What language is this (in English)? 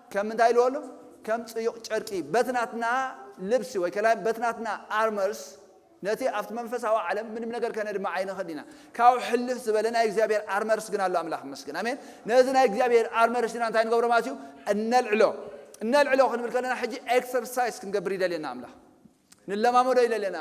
Tigrinya